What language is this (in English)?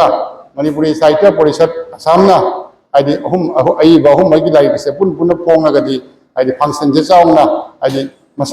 Manipuri